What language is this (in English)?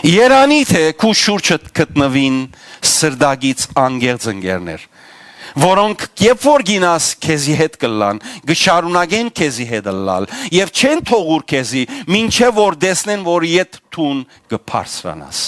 Western Armenian